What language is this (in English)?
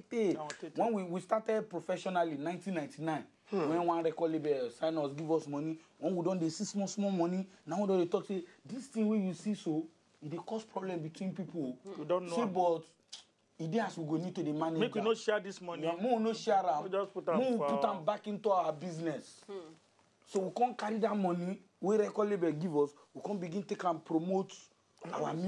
Nigerian Pidgin